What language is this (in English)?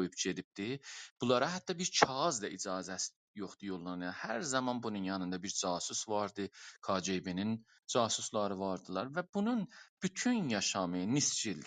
South Azerbaijani